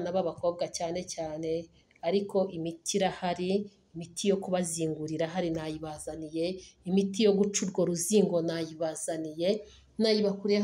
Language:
Kinyarwanda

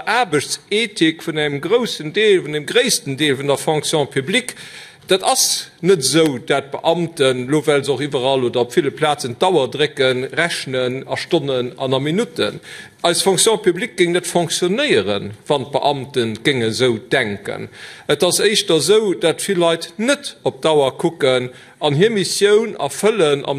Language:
Luxembourgish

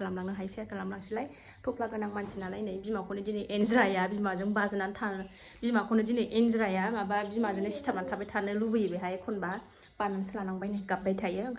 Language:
Bodo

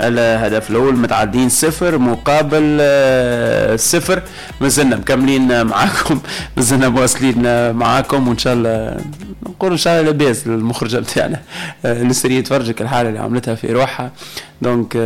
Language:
Tunisian Arabic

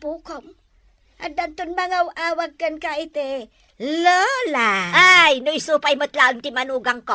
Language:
Iloko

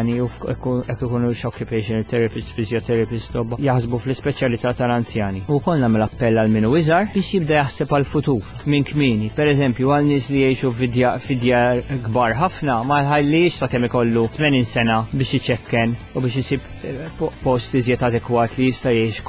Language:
Maltese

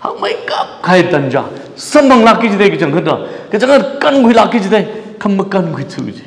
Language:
Tangkhul Naga (India)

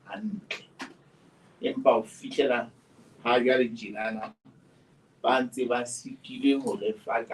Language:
Southern Sotho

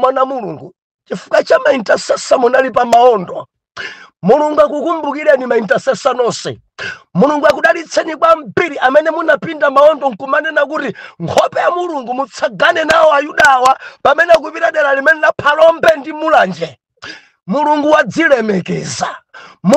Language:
Nyanja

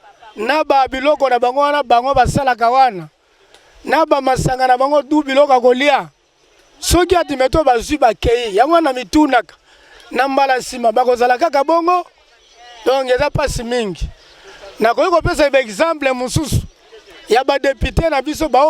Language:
Lingala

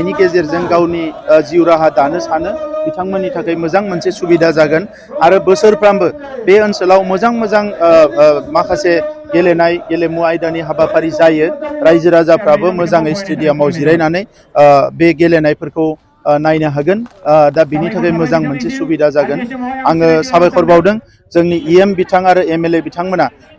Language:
Bodo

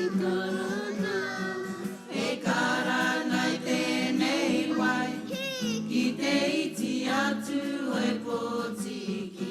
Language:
Māori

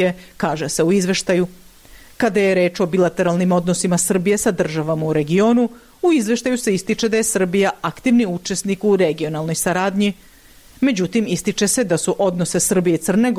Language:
Serbian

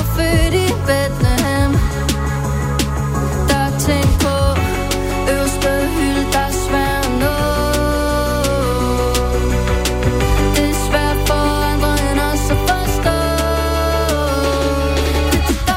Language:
Danish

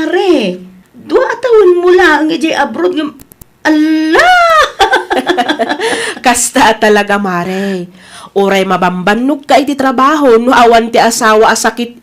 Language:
Iloko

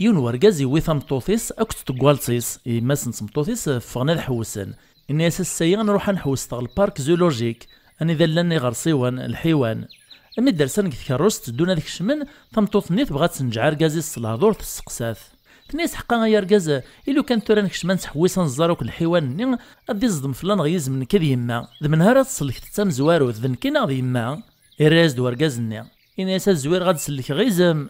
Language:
Kabyle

